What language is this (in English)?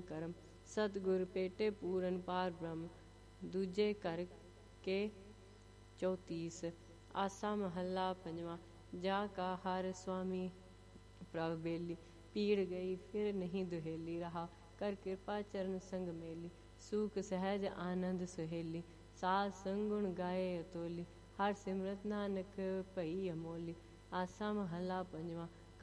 Punjabi